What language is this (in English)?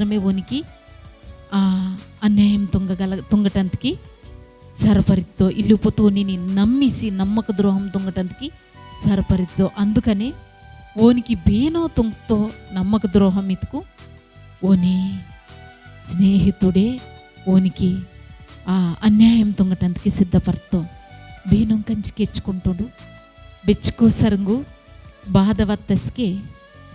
Koya